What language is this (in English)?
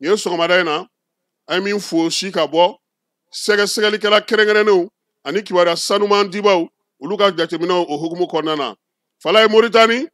Bambara